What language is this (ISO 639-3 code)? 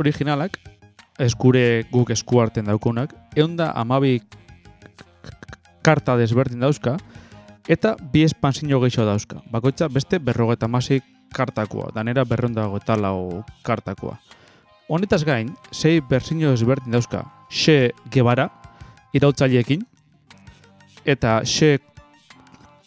eus